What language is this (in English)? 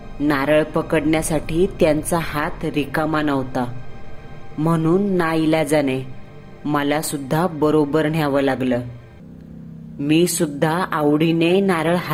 Marathi